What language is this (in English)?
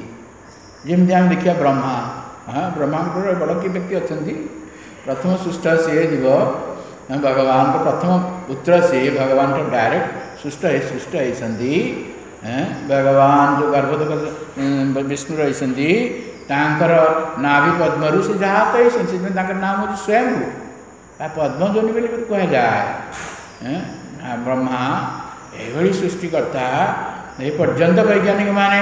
Odia